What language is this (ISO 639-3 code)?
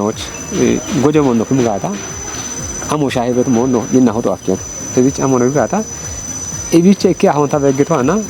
kbr